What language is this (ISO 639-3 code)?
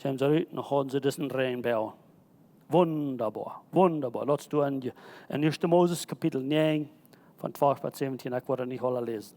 pdt